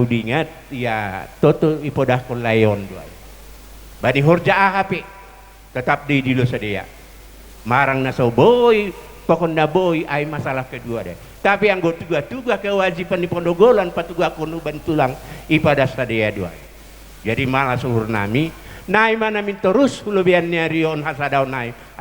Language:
Batak Simalungun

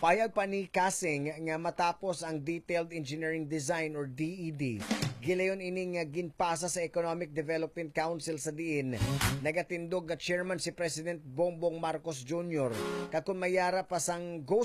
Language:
Hiligaynon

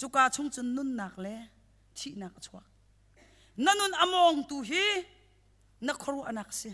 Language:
Hakha Chin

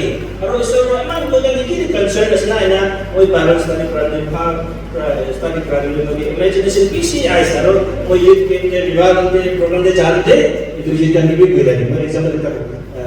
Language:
Naga Pidgin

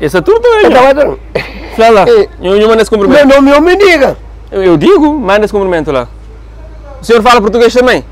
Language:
Kabuverdianu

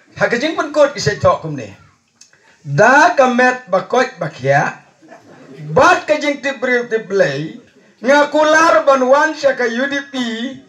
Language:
Khasi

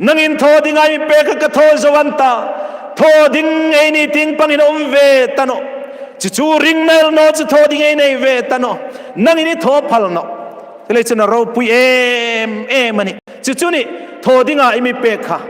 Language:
Hmar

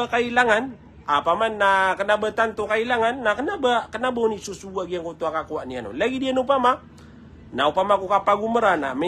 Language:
Maranao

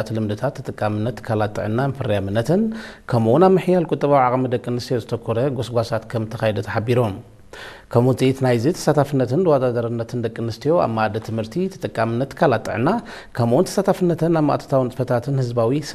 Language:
Tigrinya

